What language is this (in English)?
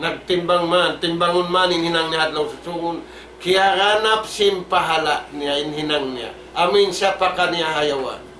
Tausug